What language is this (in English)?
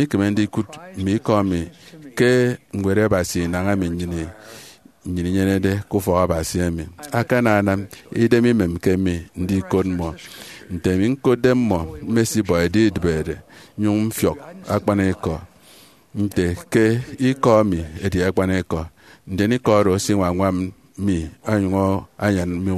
Efik